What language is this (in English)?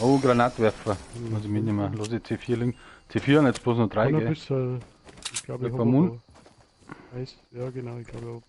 Bavarian